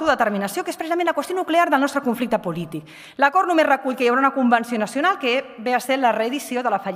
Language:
Catalan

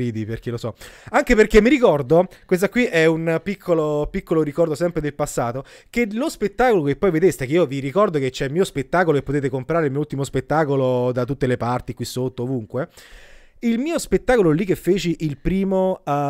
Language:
Italian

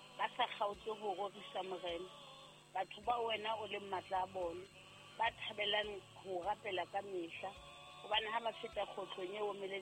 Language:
Southern Sotho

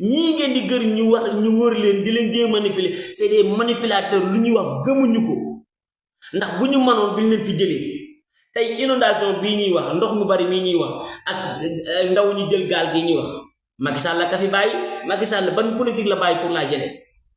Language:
Wolof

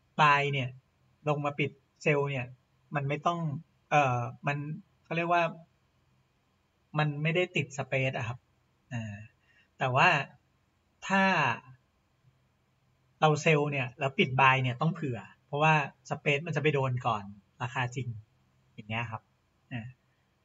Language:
Thai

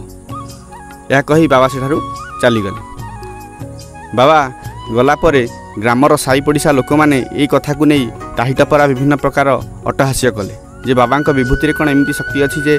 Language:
Odia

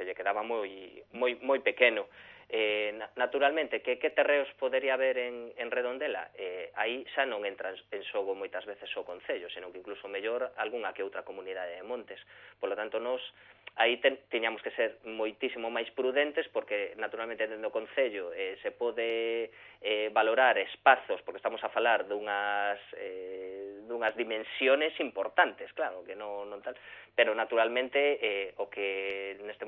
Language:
Galician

